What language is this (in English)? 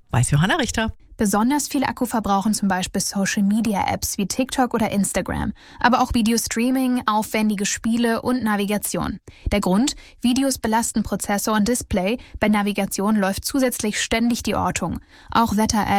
German